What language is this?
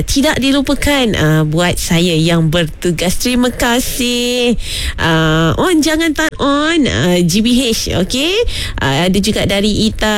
Malay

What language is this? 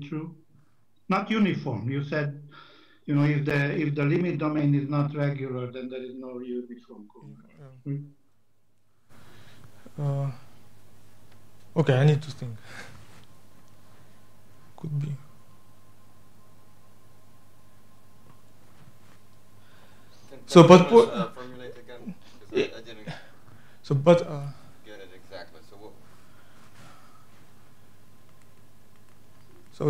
English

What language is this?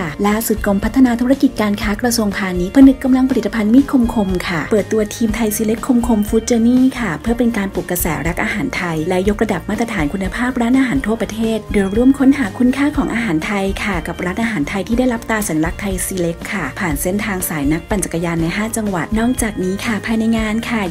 Thai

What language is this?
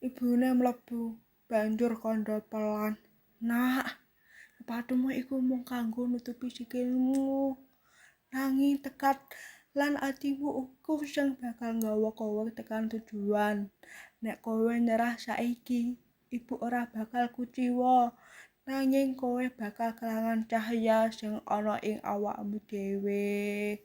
Javanese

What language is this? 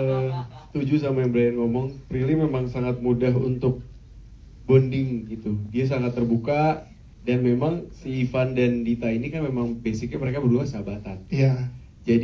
Indonesian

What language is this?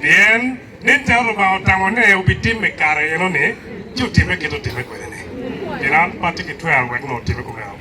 Acoli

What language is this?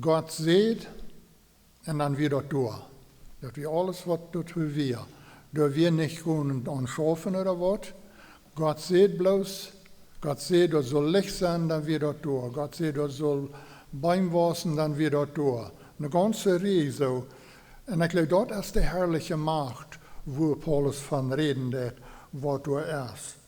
Plautdietsch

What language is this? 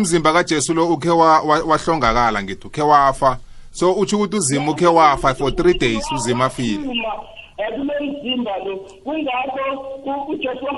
South Ndebele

